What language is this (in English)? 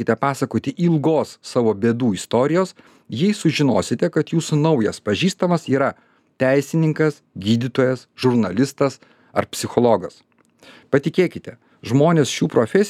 Lithuanian